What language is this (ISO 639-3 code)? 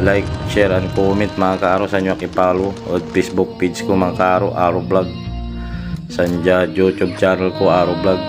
pag